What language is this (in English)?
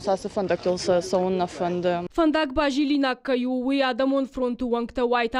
Ossetic